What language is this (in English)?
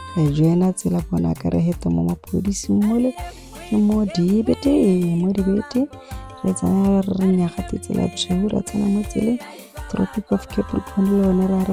Tswana